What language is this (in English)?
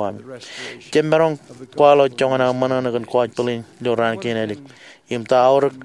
Marshallese